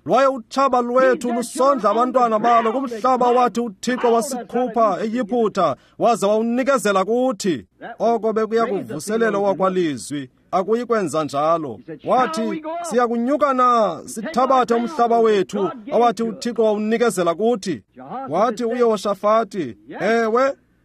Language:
Xhosa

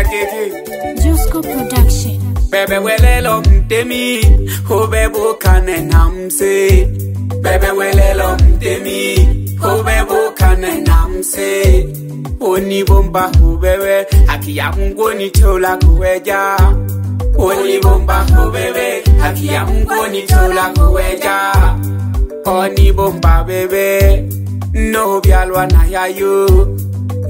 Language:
Swahili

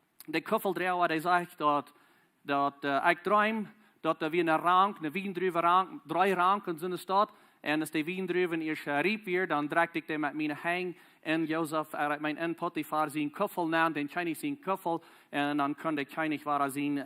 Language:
Plautdietsch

